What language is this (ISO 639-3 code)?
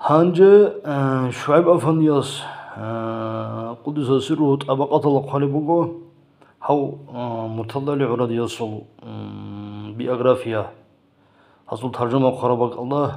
ava